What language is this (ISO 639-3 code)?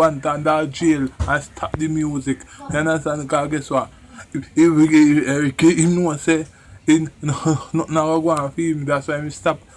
jam